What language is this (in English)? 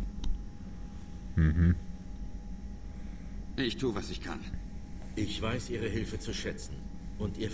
German